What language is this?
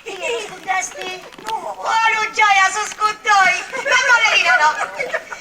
Sicilian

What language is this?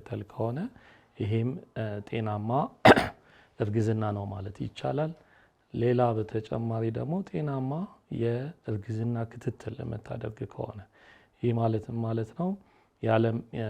Amharic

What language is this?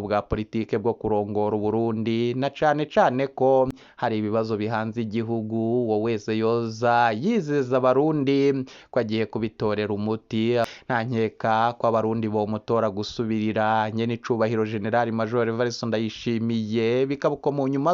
Rundi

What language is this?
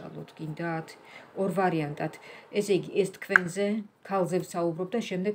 Georgian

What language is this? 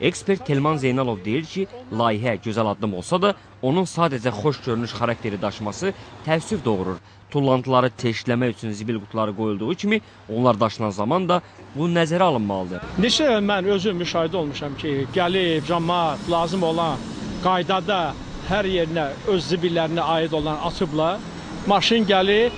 Azerbaijani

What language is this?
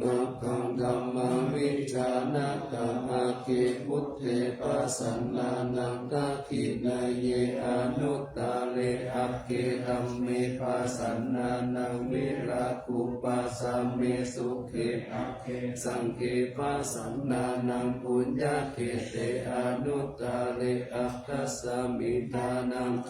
Pali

